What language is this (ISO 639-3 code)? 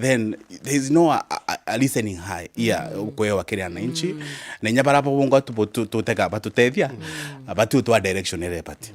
mer